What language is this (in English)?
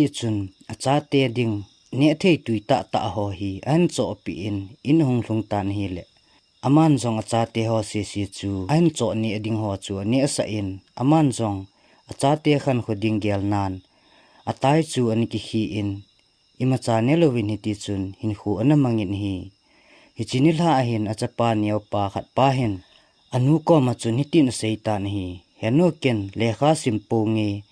Thado Chin